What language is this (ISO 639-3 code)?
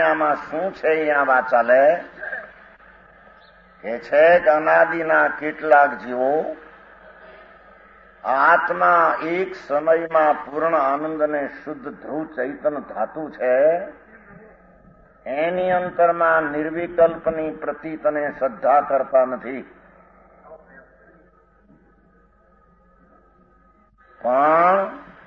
guj